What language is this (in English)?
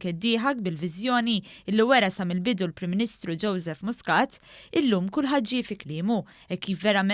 Maltese